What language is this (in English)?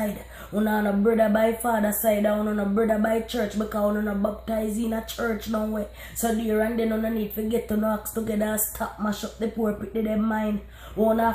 Jamaican Creole English